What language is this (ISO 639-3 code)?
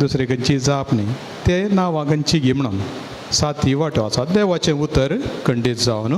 kok